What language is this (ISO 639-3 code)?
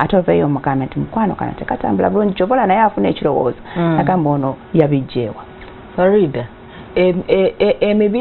lug